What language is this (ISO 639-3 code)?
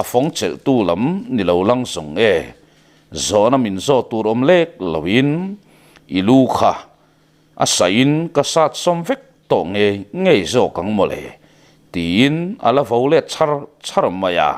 lus